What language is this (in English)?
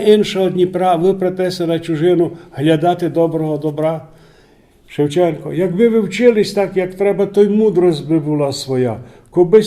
Rusyn